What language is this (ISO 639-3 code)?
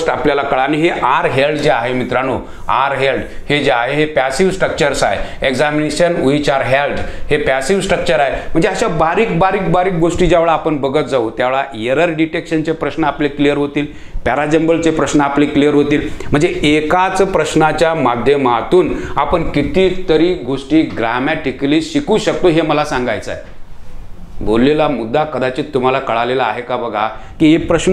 mar